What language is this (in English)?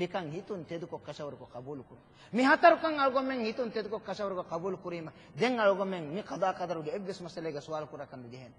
Divehi